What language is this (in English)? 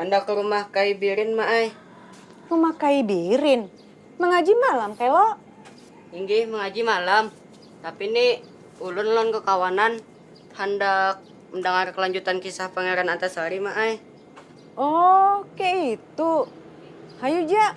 Banjar